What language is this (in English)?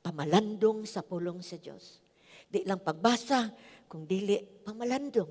Cebuano